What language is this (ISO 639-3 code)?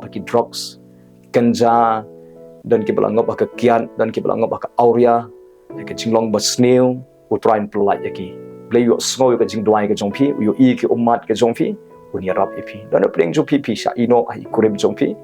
kha